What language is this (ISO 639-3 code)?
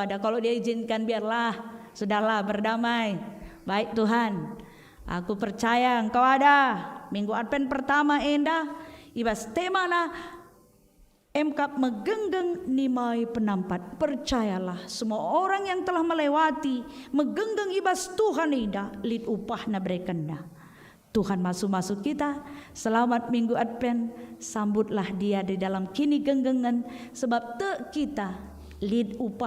btx